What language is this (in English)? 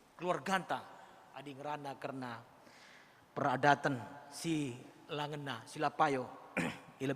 Batak Karo